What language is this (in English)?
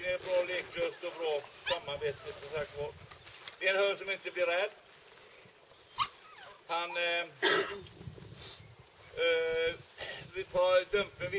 Swedish